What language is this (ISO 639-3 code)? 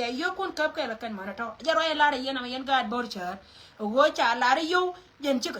nus